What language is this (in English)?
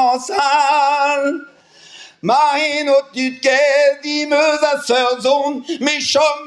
Breton